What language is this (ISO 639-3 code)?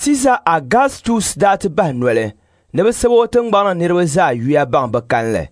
dag